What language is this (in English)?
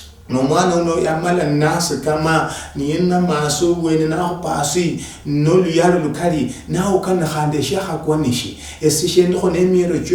Luyia